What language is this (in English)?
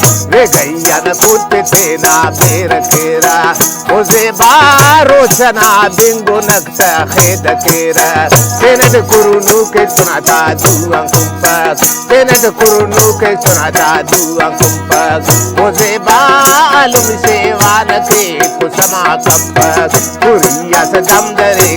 Brahui